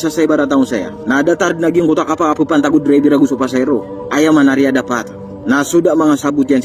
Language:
Maranao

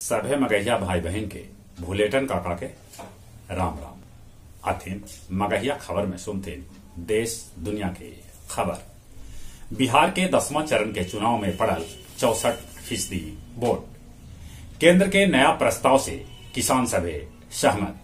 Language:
Magahi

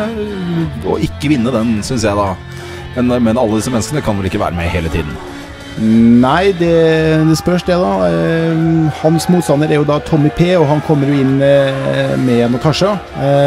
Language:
Norwegian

